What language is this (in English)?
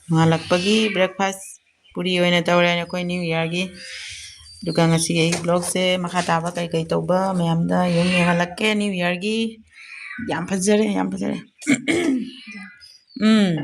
Manipuri